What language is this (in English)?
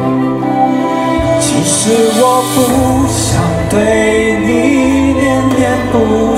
Chinese